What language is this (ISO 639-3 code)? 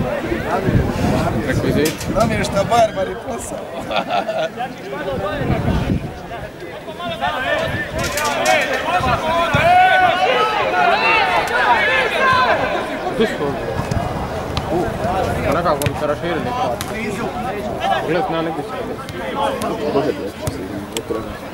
hrv